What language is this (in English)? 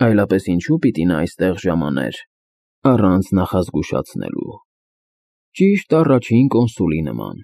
Armenian